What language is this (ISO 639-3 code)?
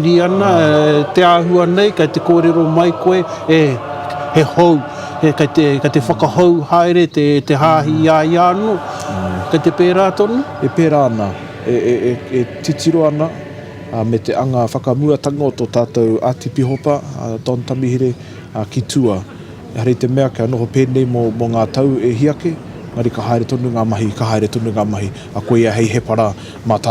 mri